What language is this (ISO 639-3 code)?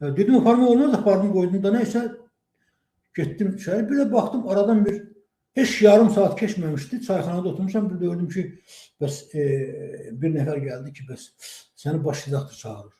aze